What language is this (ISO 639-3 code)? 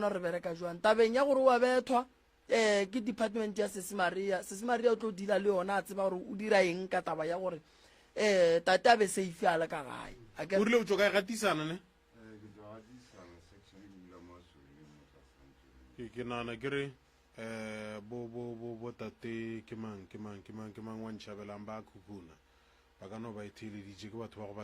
nso